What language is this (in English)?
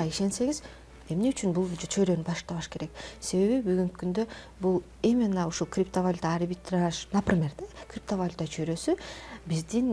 Kyrgyz